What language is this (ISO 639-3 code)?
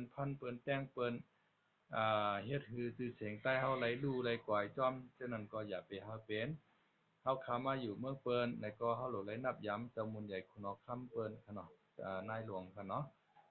shn